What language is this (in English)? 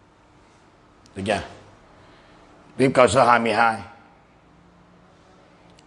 Vietnamese